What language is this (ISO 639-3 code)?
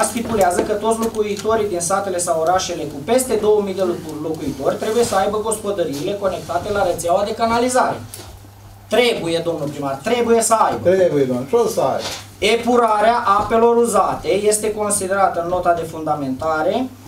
ron